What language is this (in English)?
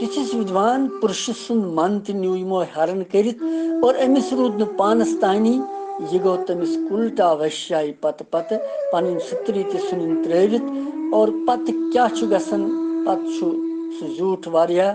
Kashmiri